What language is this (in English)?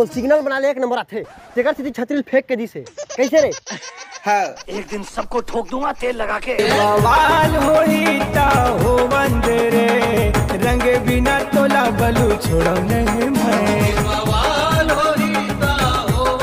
Chhattisgarhi